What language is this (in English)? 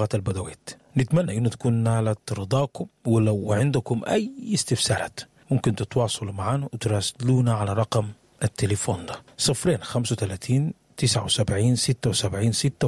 Sudanese Arabic